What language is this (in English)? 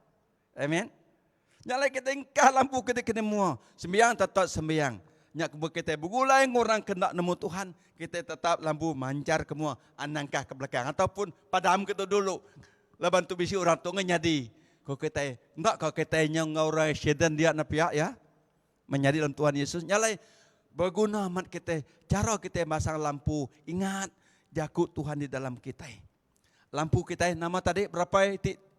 Iban